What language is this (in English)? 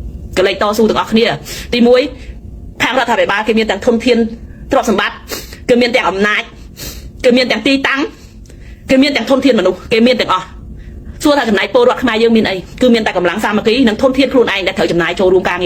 Khmer